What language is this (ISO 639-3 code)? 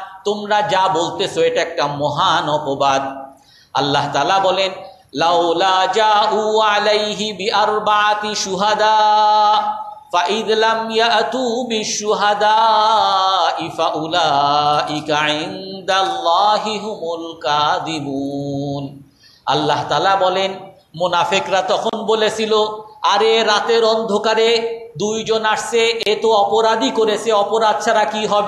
ben